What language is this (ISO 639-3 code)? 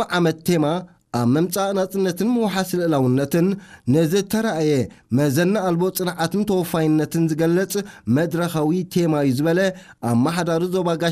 tir